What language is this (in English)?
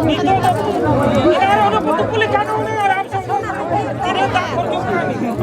Santali